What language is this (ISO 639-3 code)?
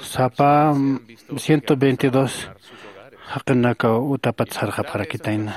aym